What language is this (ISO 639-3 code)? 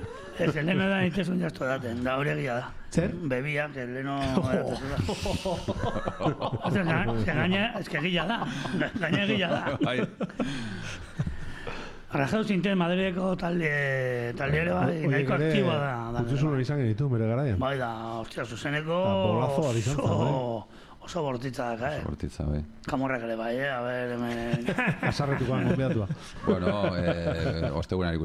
eus